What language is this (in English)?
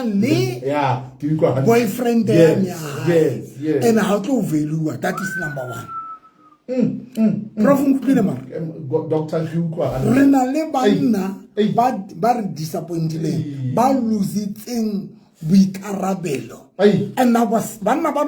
Southern Sotho